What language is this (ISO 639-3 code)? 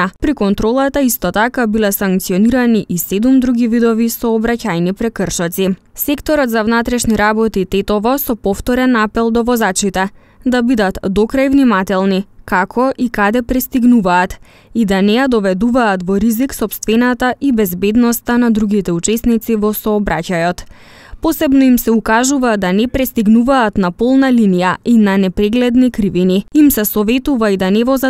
mkd